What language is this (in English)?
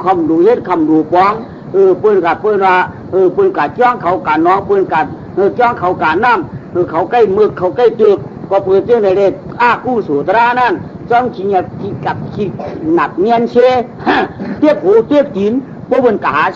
Shan